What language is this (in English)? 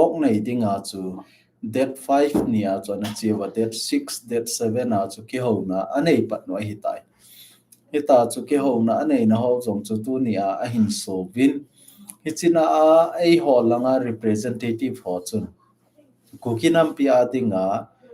Thado Chin